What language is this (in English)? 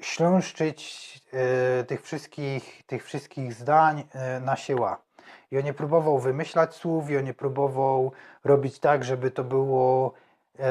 Silesian